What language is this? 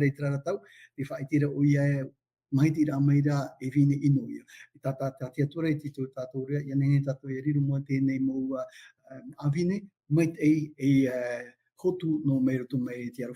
Tahitian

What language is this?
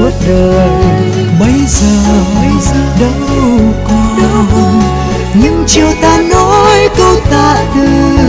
Vietnamese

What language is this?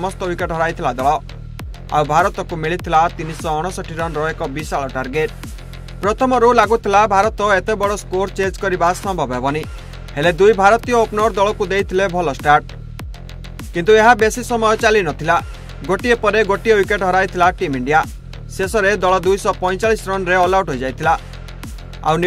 Odia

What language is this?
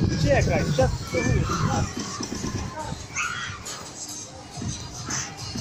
Ukrainian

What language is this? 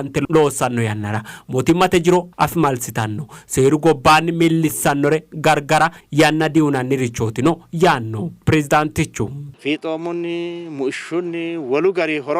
Sidamo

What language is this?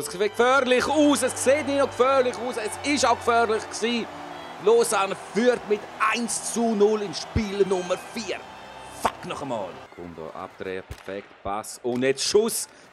Swiss German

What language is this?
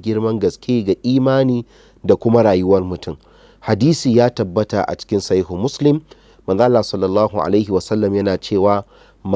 Hausa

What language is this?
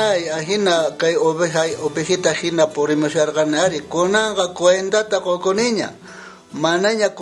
South Bolivian Quechua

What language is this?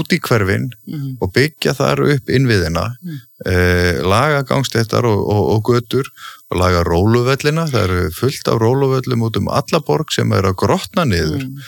Icelandic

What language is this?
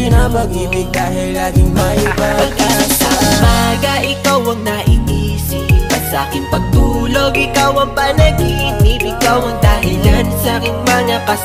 Filipino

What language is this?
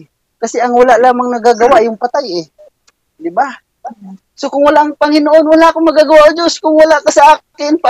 Filipino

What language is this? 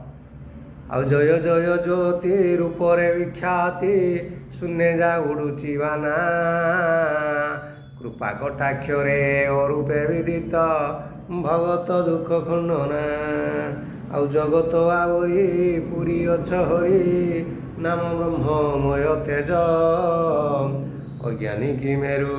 Odia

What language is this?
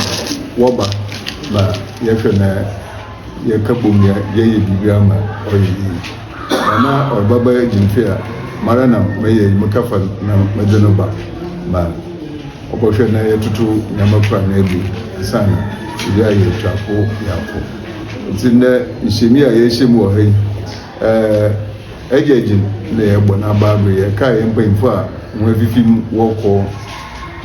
Akan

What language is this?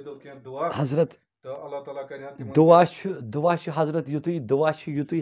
Kashmiri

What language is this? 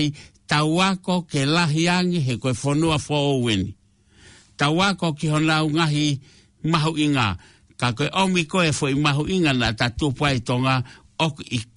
Tongan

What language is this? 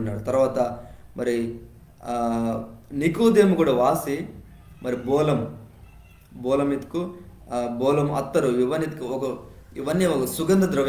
Koya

